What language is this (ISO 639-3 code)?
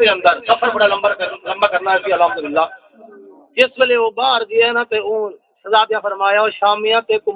skr